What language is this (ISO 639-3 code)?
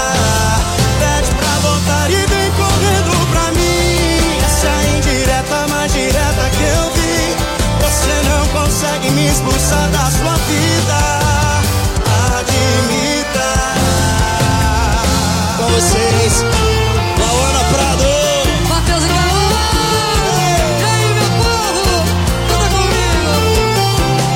por